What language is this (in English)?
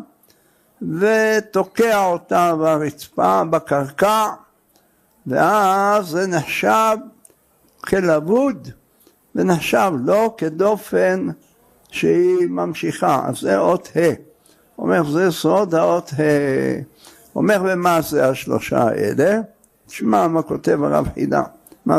Hebrew